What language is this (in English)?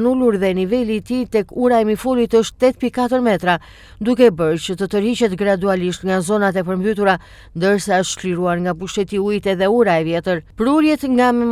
Albanian